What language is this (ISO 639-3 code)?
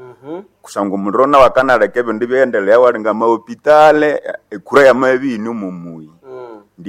nnb